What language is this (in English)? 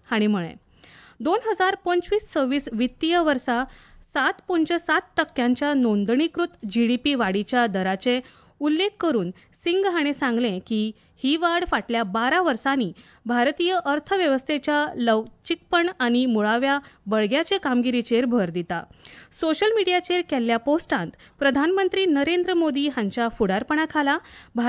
Konkani